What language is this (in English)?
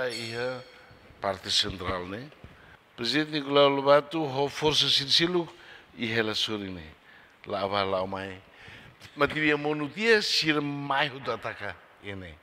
Tetum